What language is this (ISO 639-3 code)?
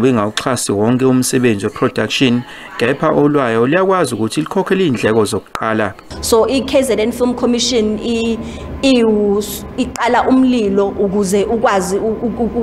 zul